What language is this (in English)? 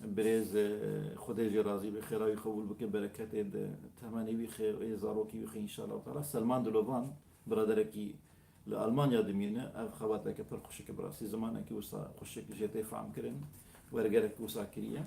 Kurdish